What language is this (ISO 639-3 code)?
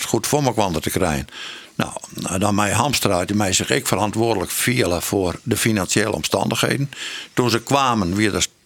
fry